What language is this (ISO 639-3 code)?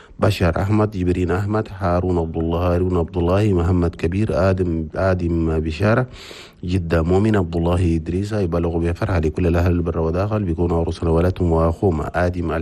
shu